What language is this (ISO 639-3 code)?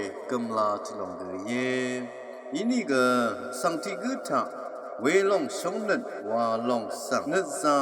raw